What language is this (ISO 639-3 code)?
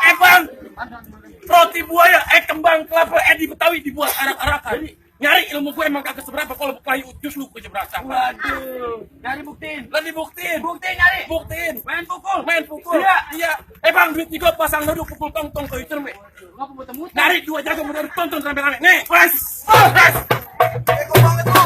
bew